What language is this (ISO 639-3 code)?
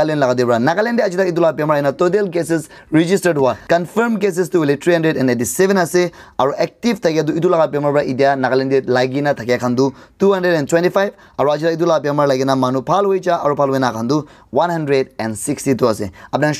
nag